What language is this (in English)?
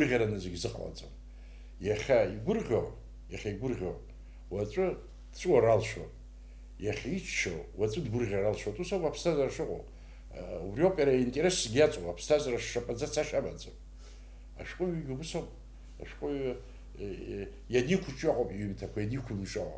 Abkhazian